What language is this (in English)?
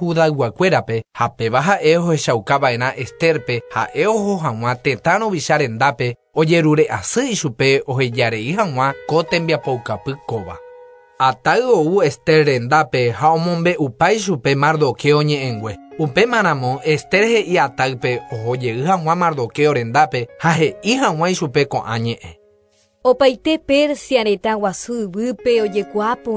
Guarani